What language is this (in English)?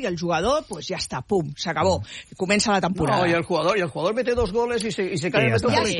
Catalan